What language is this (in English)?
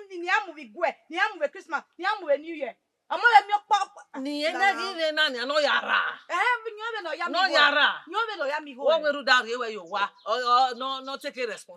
Bini